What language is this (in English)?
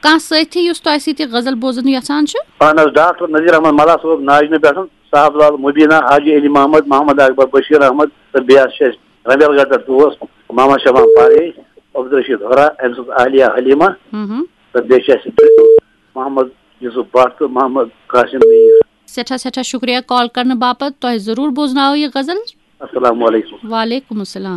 Kashmiri